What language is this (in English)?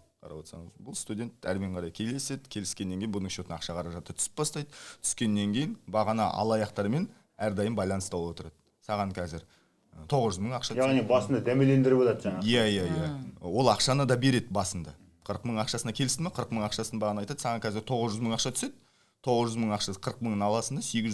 Kazakh